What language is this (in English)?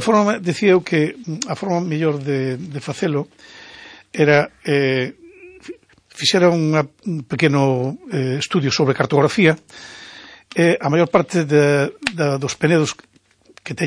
Galician